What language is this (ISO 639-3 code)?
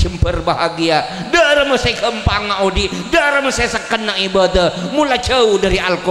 mad